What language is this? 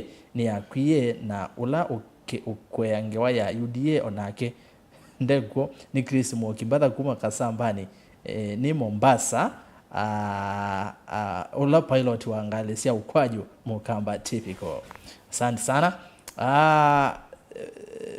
Kamba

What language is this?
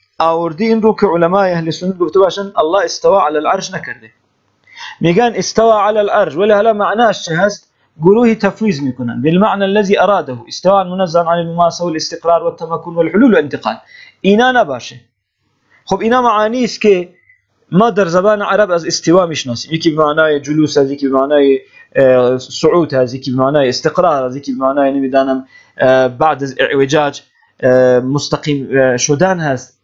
Persian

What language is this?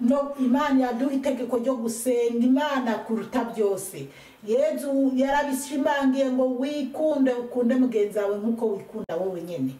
Rundi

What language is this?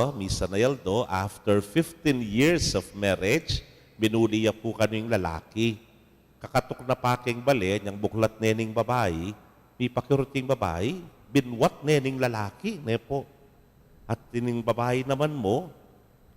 Pampanga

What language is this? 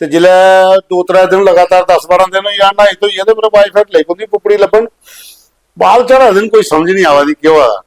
Dogri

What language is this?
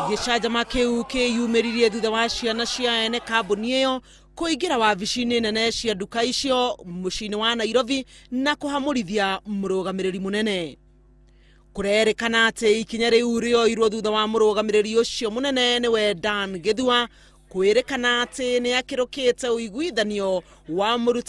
Kikuyu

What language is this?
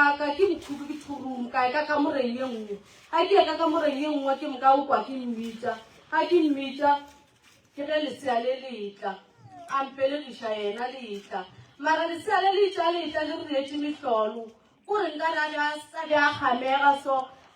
Northern Sotho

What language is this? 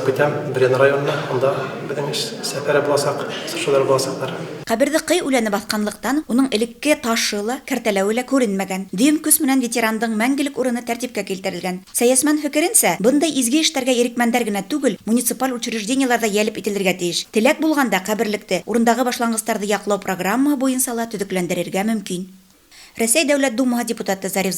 Bashkir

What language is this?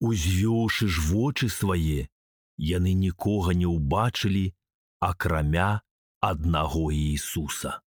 Belarusian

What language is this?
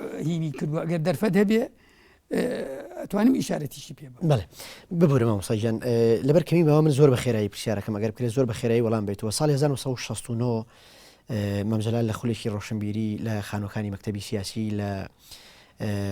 Central Kurdish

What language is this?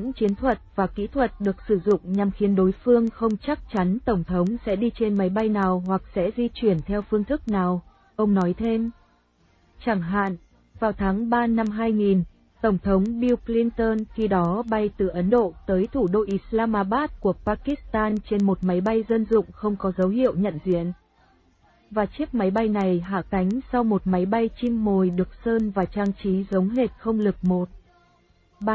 Vietnamese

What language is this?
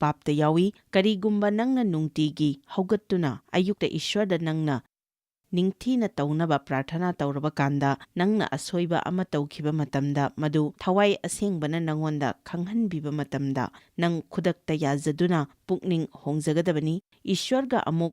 Manipuri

